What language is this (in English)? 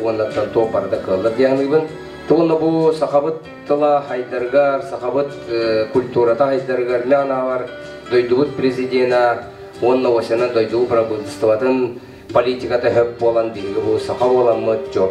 Yakut